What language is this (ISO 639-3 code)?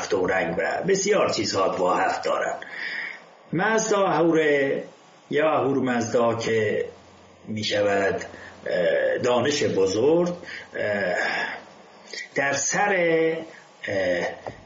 fas